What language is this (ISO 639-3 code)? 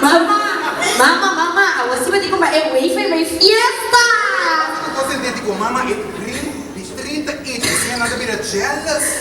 pap